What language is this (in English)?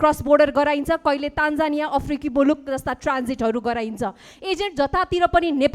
Nepali